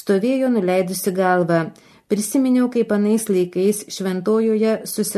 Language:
Lithuanian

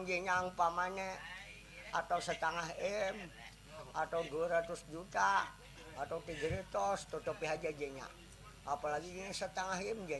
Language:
Banjar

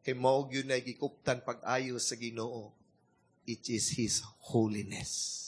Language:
Cebuano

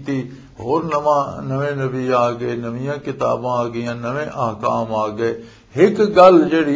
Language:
Western Panjabi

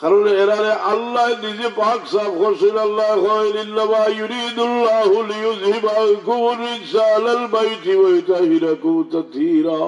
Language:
Sylheti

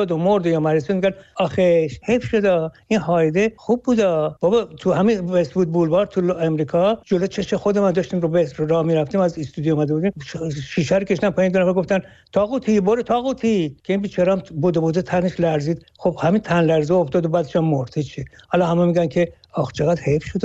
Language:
Persian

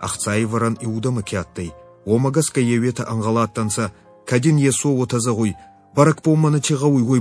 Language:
Ossetic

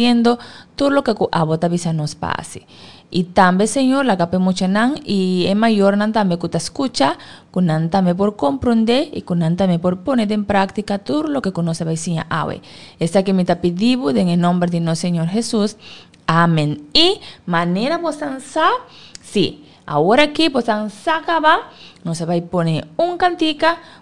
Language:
Papiamento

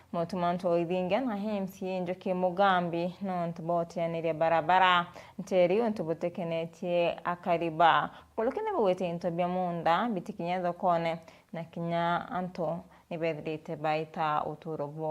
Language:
Meru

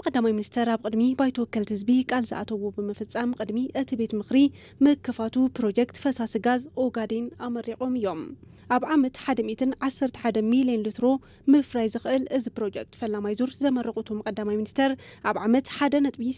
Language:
Tigrinya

